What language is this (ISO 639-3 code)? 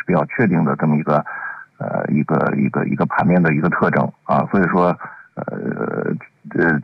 zho